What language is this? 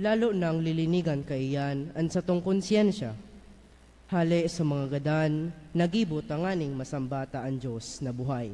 Bikol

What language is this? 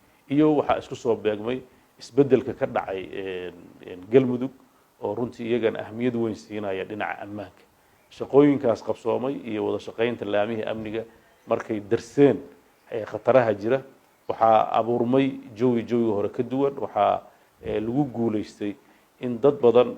Somali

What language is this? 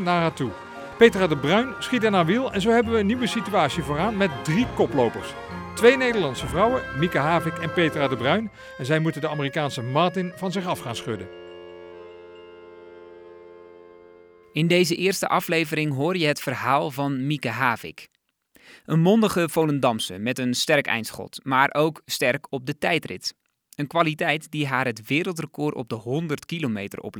Dutch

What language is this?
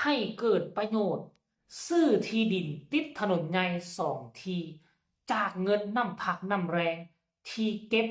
Lao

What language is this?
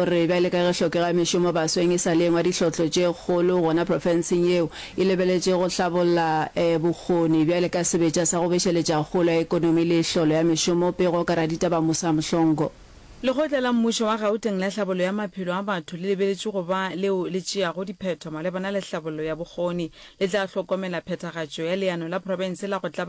Northern Sotho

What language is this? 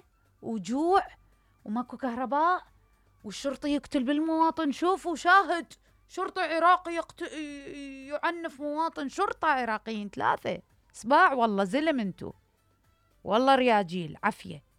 Mesopotamian Arabic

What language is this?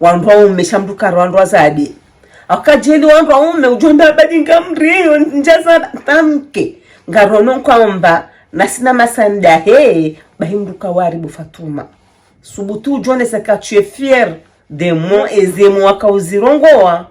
Ngazidja Comorian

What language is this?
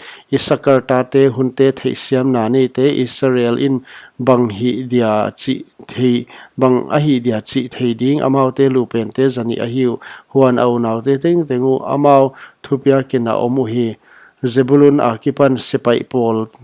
Paite Chin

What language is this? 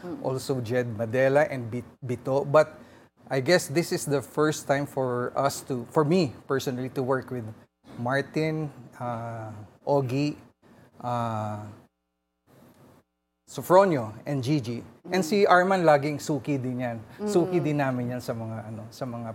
Filipino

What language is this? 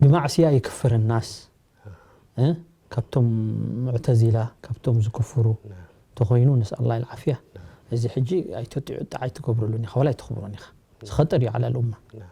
Tigrinya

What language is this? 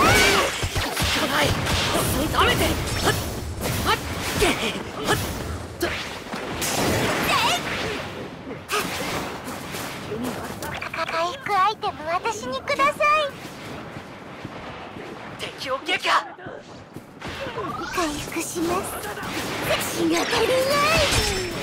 Japanese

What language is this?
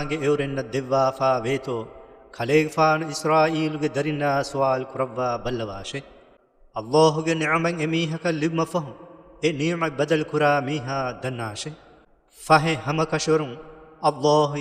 Divehi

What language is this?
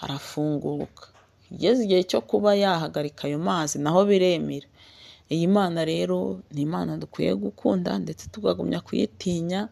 Kinyarwanda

